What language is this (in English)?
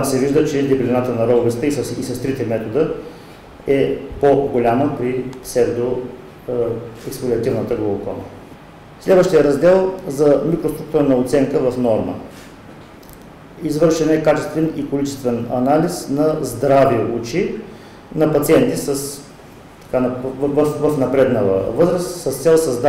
Bulgarian